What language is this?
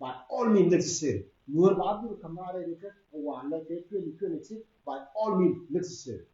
Nuer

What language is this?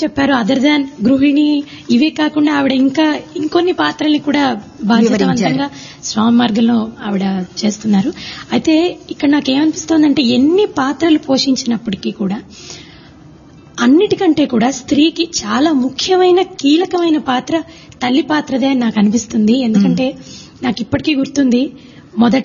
Telugu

